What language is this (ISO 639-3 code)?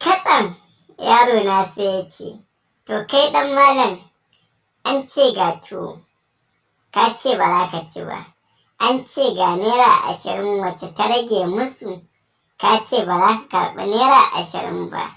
hau